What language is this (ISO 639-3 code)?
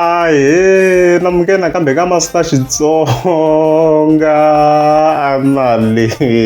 tso